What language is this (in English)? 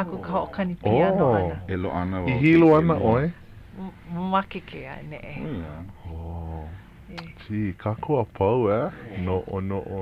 Hawaiian